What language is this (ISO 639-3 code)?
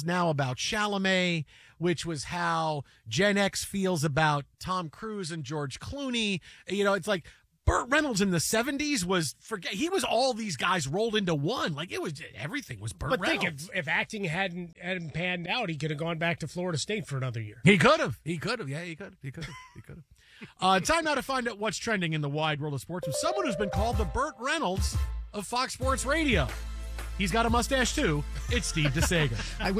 eng